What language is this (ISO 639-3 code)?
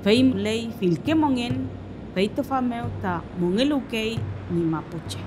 arn